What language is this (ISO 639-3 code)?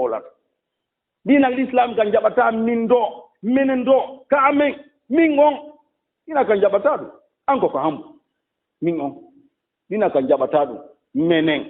ful